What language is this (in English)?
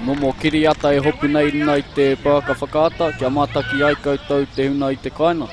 Māori